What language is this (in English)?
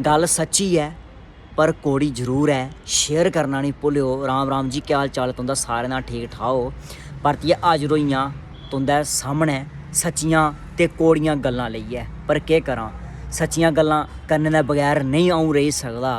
Dogri